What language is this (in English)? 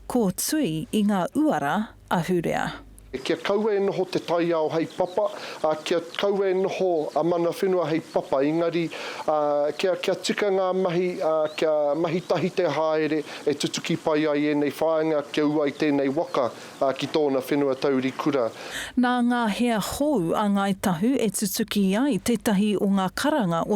Māori